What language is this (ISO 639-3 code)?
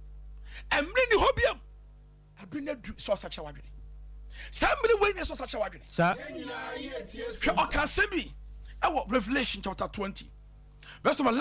aka